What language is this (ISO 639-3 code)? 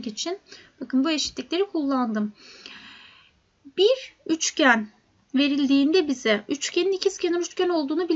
tur